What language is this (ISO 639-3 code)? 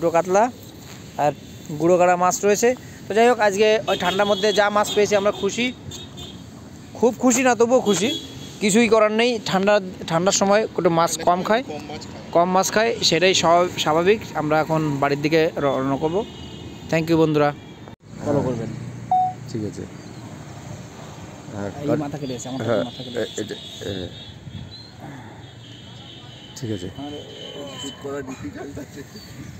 ben